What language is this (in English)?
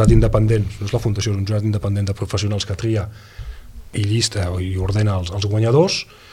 Catalan